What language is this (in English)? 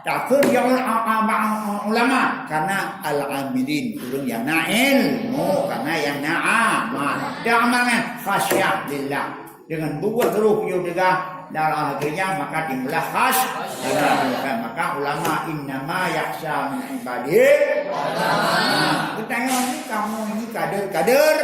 Achinese